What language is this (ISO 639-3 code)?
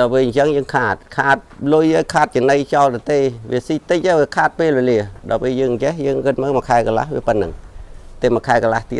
khm